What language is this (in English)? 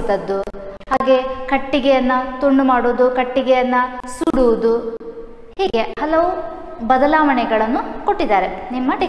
Kannada